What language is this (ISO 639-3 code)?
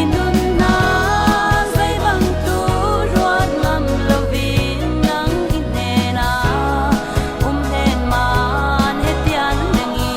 cfm